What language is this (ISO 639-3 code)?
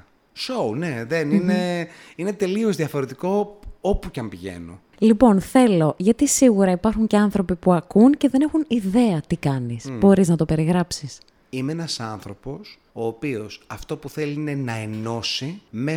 ell